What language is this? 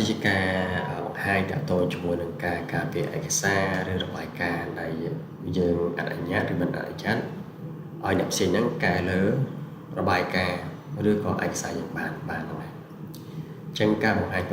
Khmer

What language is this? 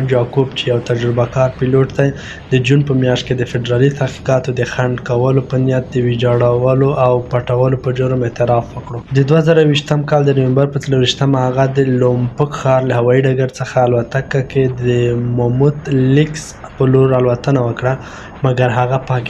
Pashto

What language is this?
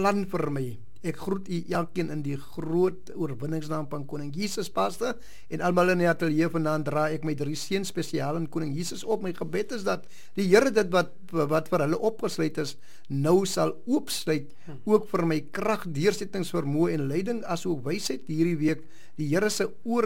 Afrikaans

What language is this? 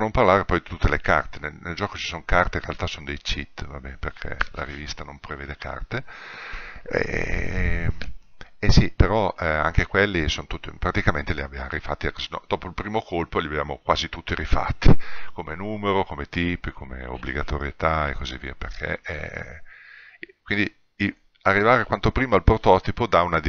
Italian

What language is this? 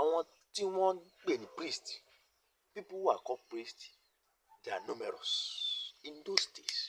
Yoruba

